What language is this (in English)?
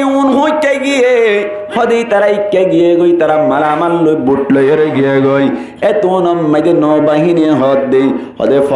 Rohingya